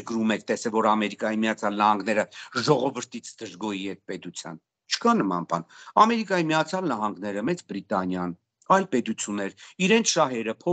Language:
Armenian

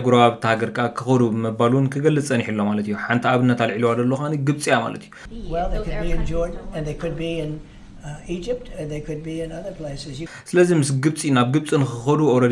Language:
Tigrinya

